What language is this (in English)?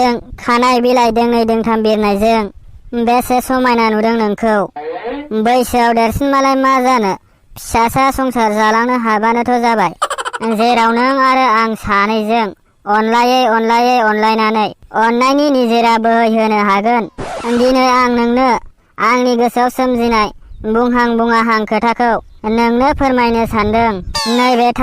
Bodo